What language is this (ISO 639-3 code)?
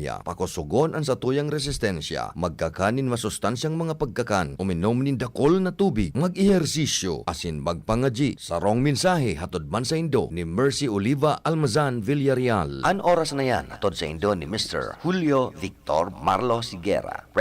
bik